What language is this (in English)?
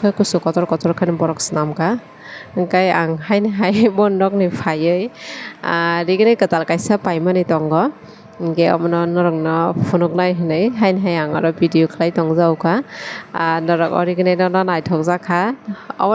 Kok Borok